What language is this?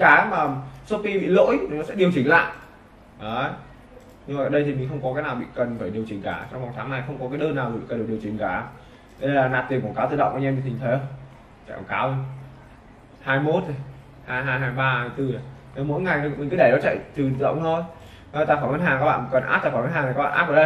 Vietnamese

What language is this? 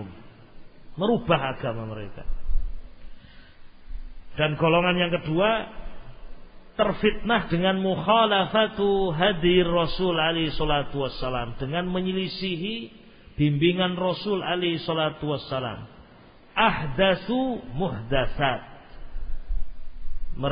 Indonesian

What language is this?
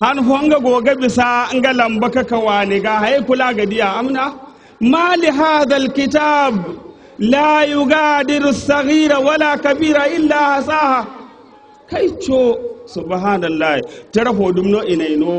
Zarma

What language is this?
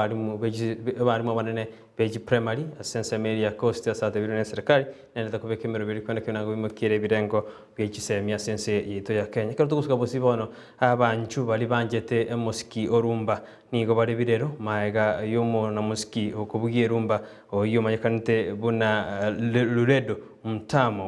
Gusii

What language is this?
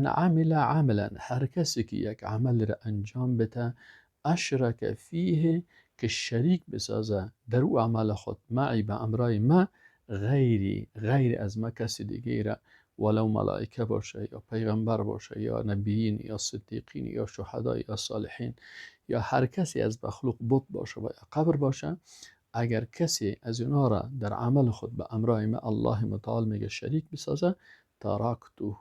Persian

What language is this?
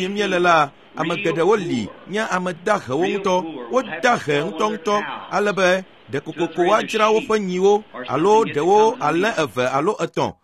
Ewe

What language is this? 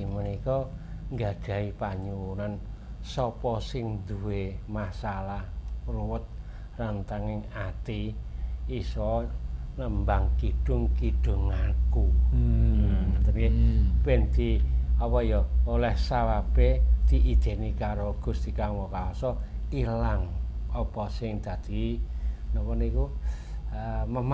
Javanese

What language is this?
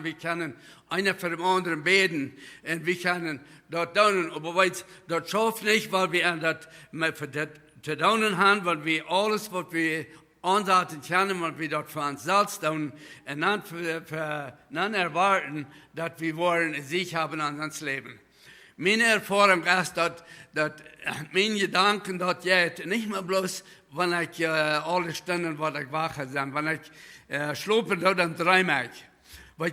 Plautdietsch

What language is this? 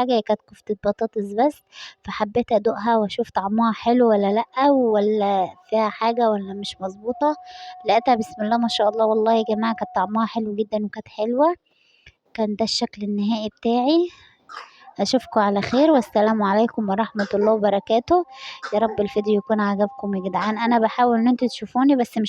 Egyptian Arabic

